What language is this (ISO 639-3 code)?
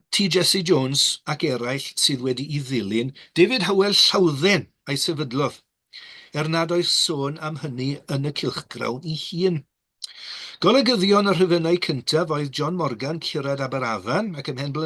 cym